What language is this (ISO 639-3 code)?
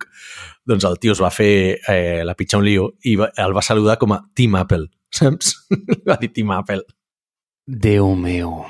cat